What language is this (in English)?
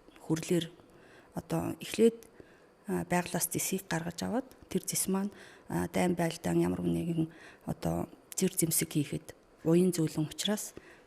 Mongolian